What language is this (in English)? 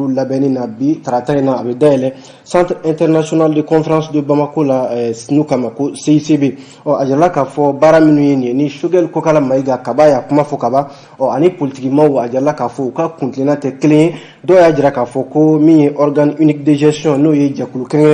Bambara